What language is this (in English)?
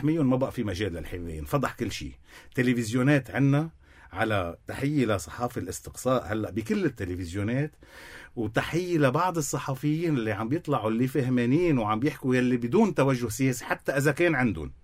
North Levantine Arabic